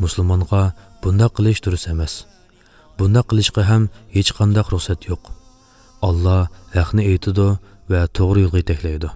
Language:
Uyghur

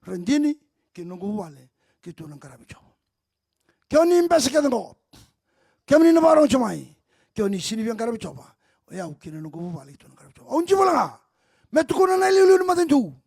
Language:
Fijian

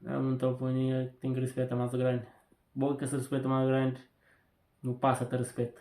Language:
Kabuverdianu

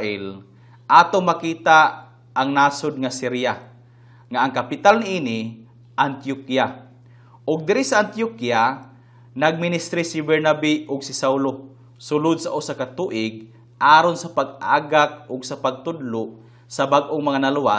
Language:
Cebuano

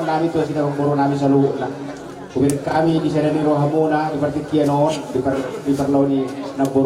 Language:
Batak Toba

